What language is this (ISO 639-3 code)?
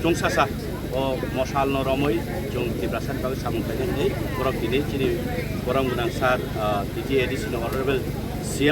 trp